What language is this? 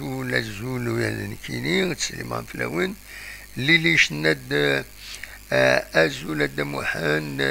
Kabyle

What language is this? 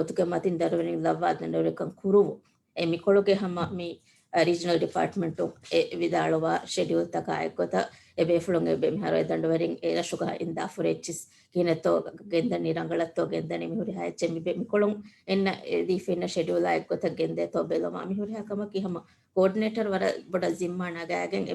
Divehi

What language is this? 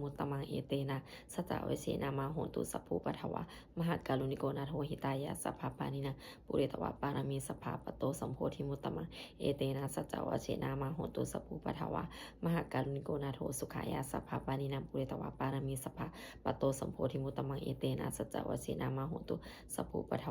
Pali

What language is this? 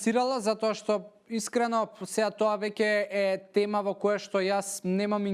Macedonian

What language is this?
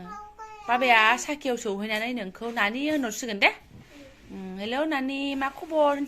Bodo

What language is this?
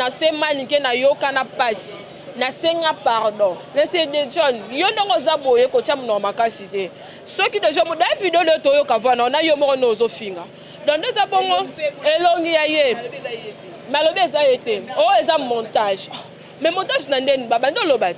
Lingala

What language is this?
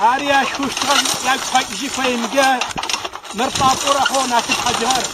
Adyghe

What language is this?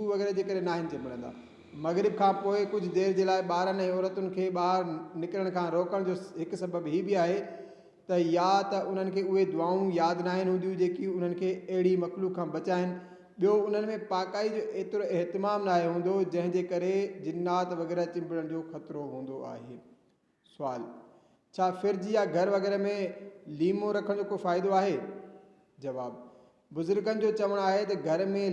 Sindhi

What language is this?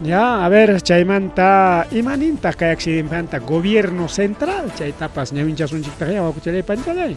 Ayacucho Quechua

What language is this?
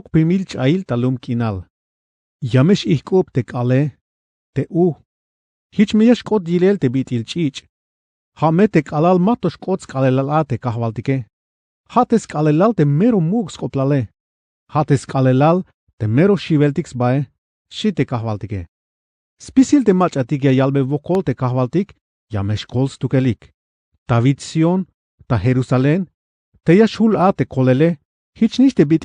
Tzeltal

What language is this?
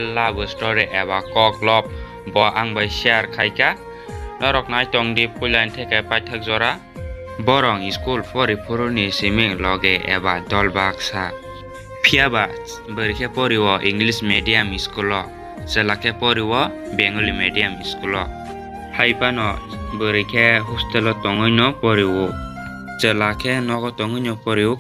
Kok Borok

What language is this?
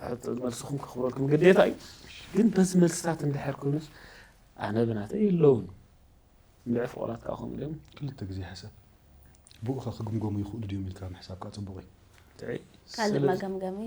Tigrinya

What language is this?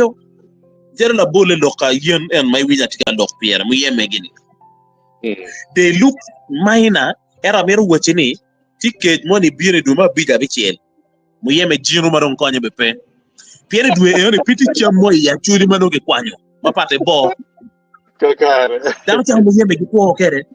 Acoli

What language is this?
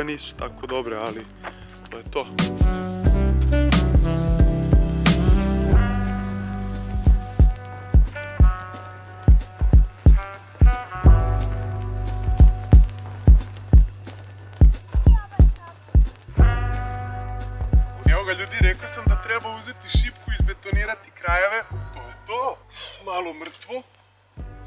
Serbian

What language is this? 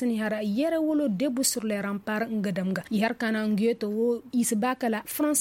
Koyraboro Senni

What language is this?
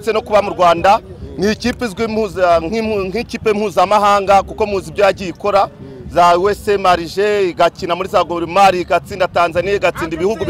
Kinyarwanda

